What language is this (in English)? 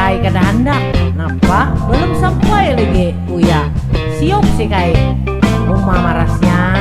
Banjar